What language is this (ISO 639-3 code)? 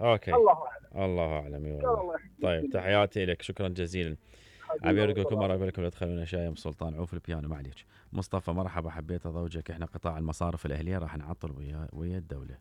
acm